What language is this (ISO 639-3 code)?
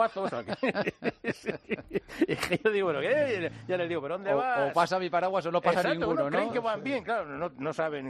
spa